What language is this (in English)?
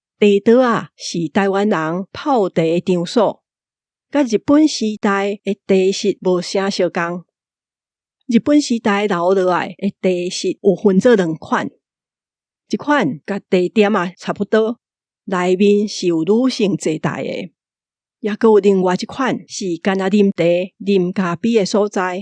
Min Nan Chinese